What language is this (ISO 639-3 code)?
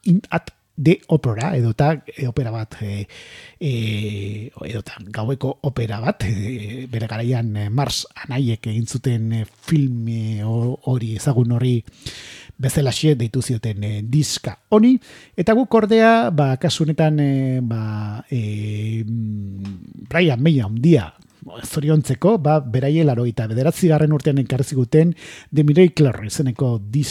eus